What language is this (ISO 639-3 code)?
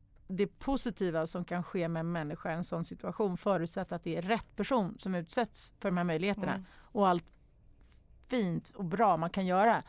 swe